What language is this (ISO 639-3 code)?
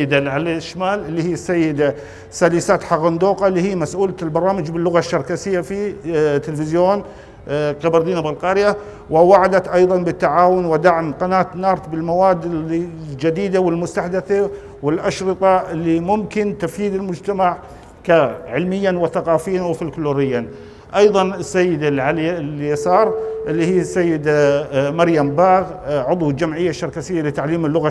apc